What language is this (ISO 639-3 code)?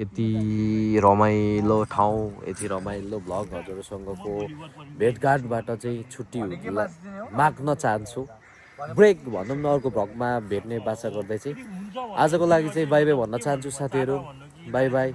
nep